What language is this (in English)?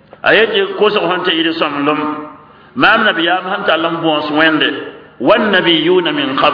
Mossi